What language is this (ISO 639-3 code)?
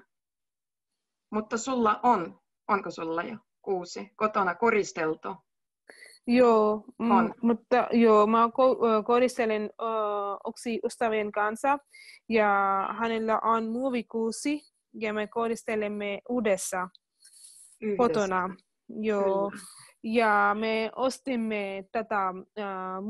fin